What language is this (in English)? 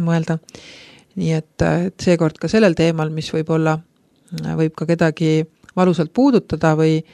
Estonian